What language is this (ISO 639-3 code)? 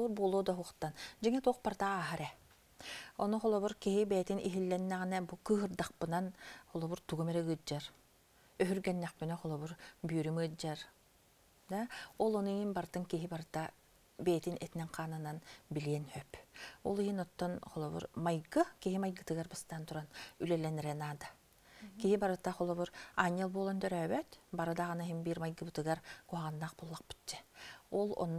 sah